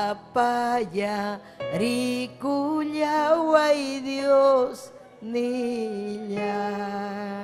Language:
Ayacucho Quechua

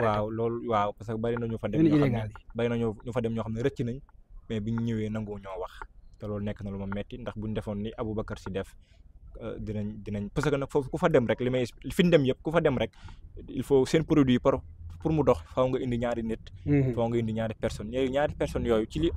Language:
Wolof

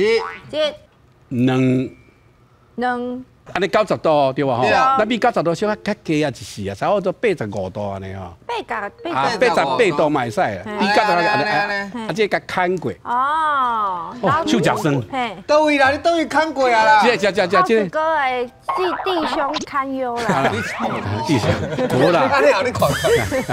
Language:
Min Nan Chinese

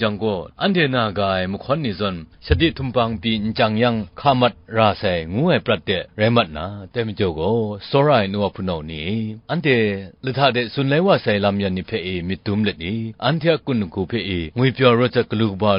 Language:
Kachin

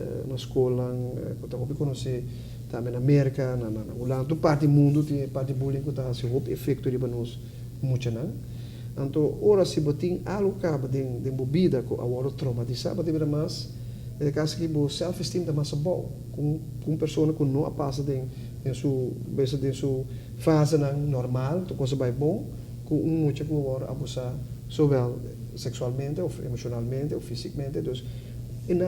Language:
Papiamento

